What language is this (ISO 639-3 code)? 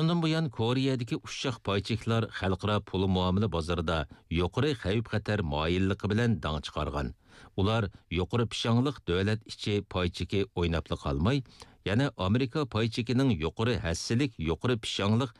uig